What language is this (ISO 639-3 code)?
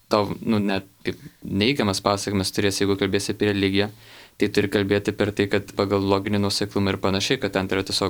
lit